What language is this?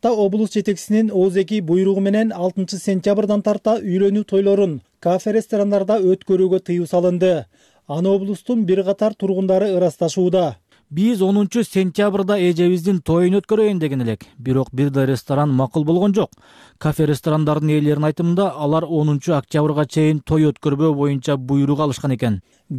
Kyrgyz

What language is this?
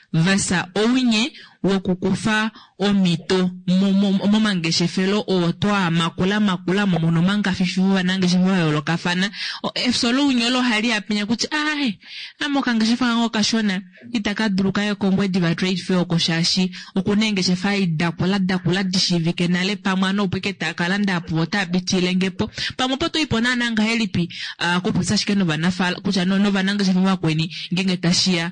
Kuanyama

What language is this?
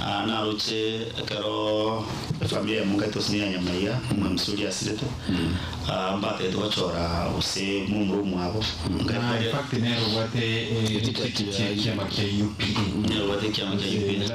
Gusii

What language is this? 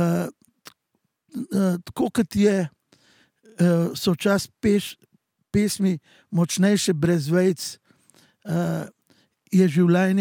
Slovenian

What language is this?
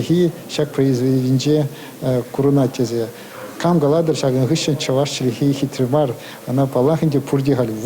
Chuvash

